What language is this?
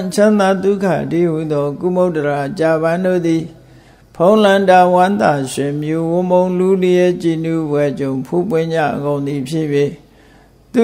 Burmese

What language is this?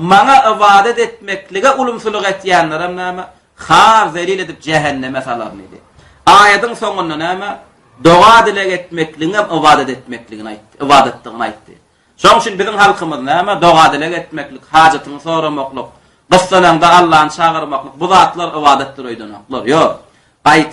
Turkmen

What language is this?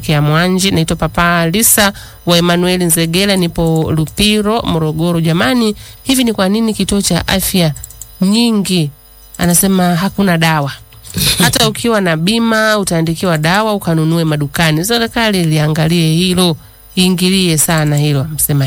Swahili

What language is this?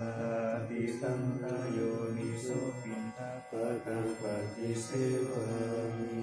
Pali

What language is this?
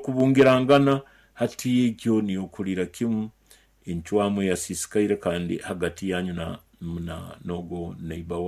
Nyoro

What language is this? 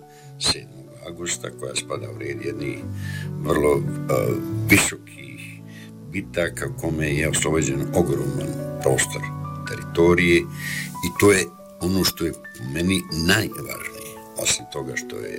Bosnian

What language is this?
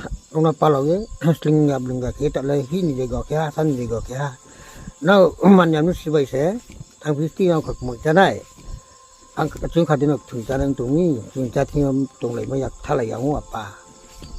Riang (India)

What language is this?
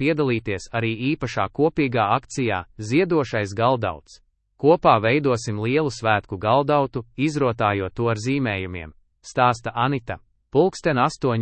Latvian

